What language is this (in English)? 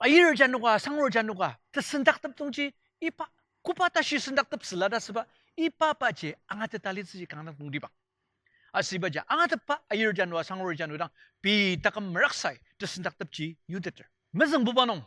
Ao Naga